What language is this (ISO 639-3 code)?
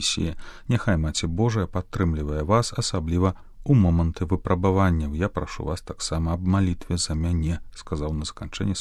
bel